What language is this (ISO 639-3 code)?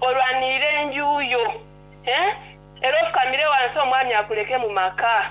xog